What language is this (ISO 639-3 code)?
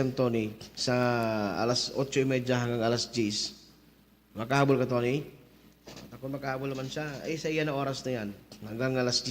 bik